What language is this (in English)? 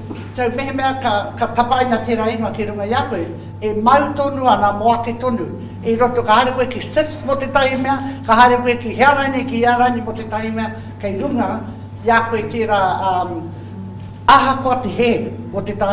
Māori